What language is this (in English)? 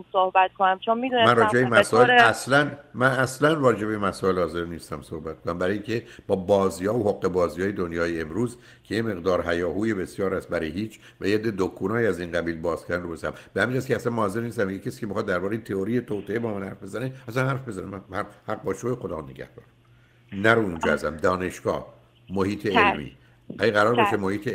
Persian